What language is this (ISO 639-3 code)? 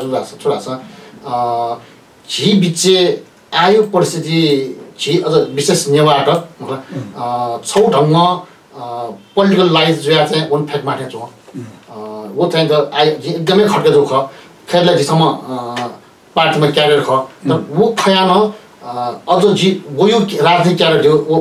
new